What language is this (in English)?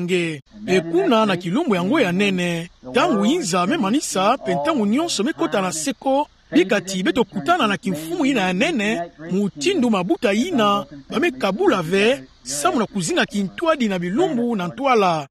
Kituba (Democratic Republic of Congo)